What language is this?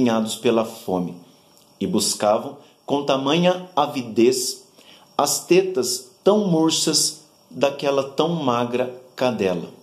Portuguese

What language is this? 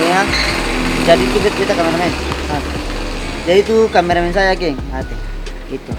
Ambonese Malay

